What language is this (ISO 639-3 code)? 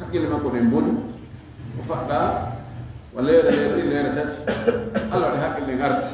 ful